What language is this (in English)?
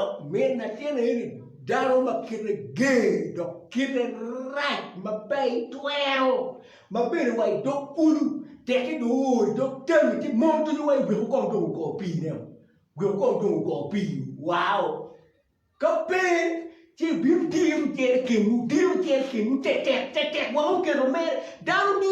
Acoli